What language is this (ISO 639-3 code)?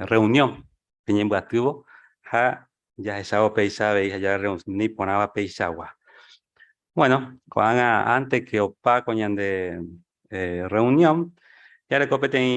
grn